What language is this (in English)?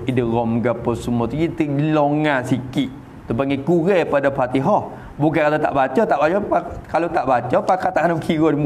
Malay